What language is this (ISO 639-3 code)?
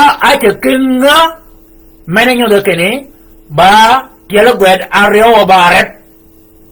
shk